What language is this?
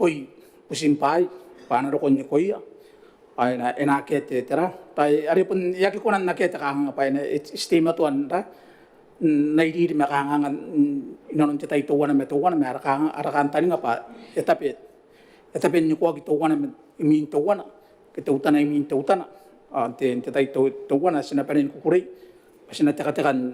Gilbertese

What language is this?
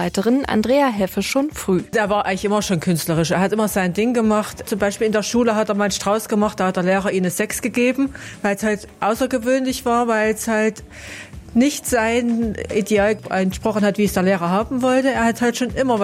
German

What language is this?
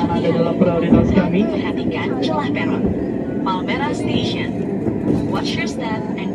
Indonesian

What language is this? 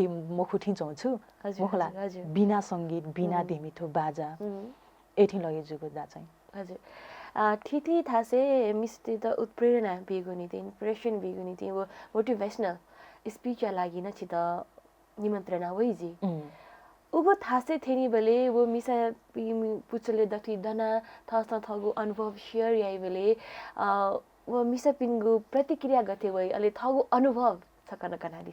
Newari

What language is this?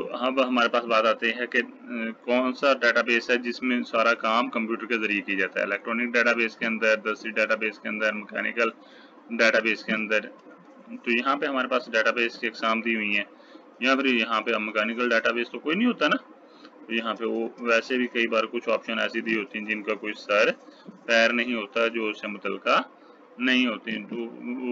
Urdu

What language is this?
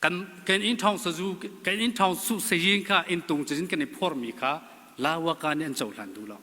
Hakha Chin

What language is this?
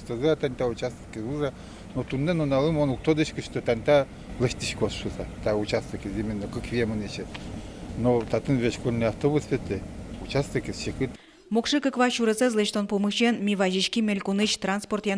Udmurt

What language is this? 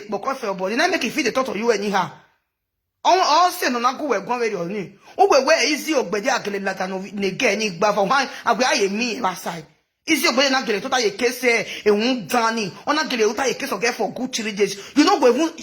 Nigerian Pidgin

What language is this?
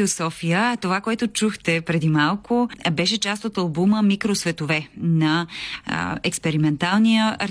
Bulgarian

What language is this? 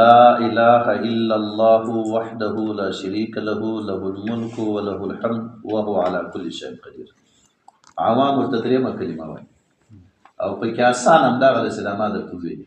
Pashto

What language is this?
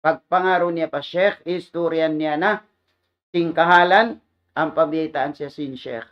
Tausug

